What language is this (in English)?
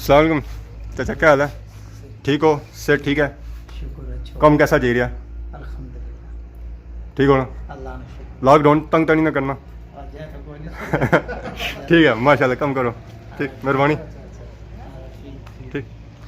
Pahari-Potwari